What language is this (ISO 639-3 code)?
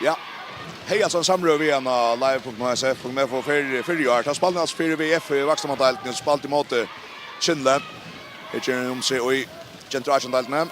fao